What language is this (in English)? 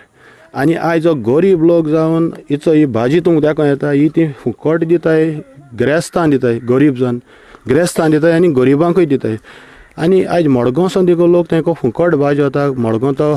Konkani